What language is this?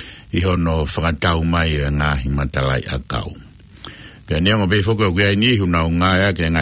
Tongan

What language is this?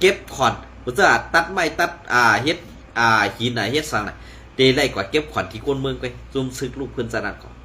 Shan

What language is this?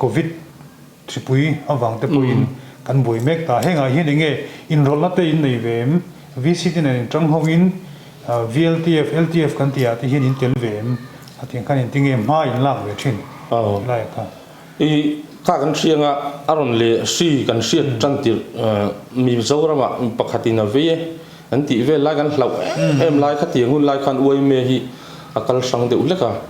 Mizo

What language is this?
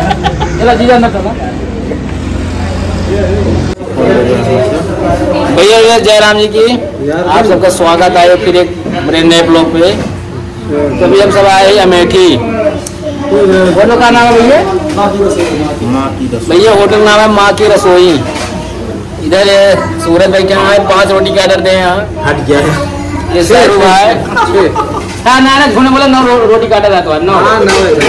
Hindi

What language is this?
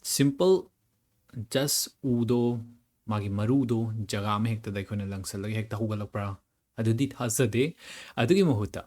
Manipuri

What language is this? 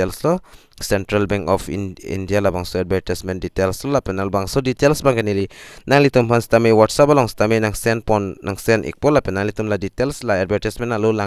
Karbi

